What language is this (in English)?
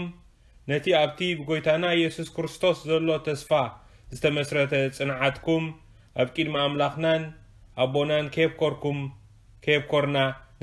Tigrinya